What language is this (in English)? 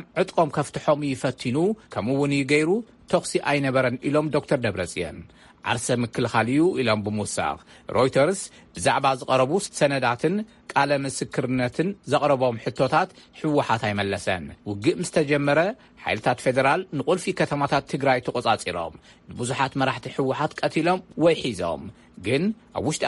Tigrinya